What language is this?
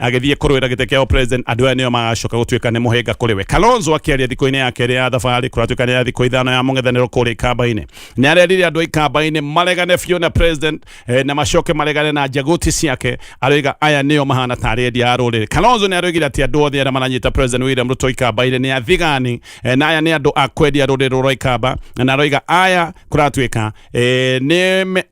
Kikuyu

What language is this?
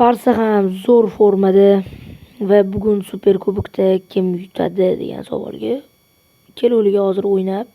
Uzbek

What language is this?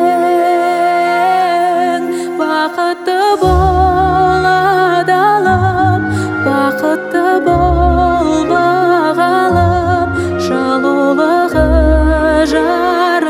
Kazakh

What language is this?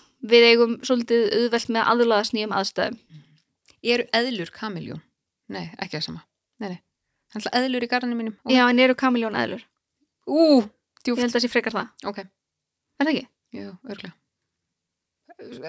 Icelandic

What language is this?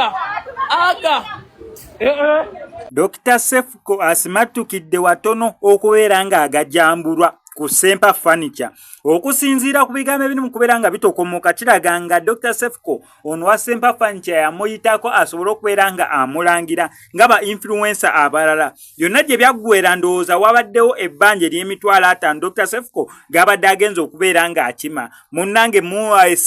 Ganda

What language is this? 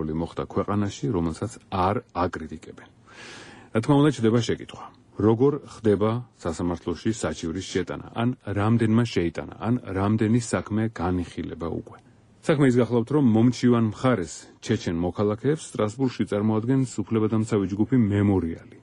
Georgian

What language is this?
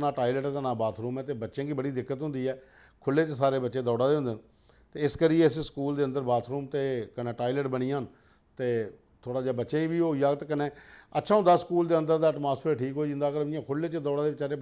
Dogri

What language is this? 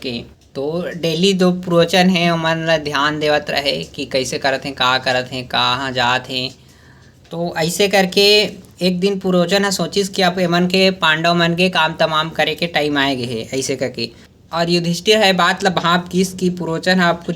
Chhattisgarhi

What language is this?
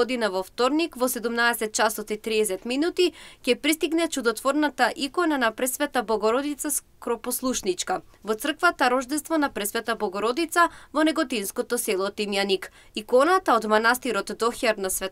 Macedonian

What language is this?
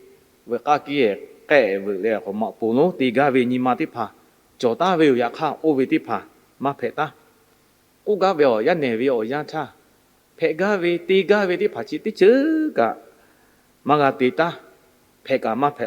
Lahu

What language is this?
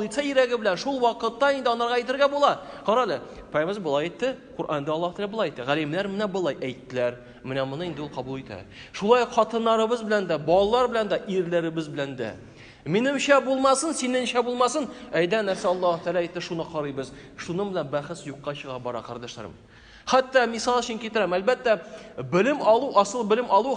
Tatar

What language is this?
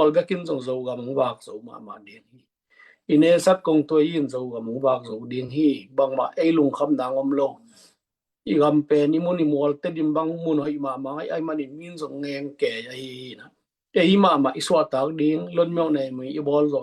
Tedim Chin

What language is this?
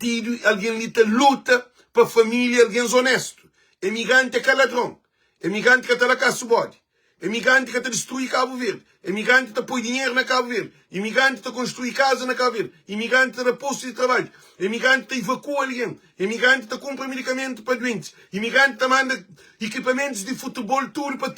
Kabuverdianu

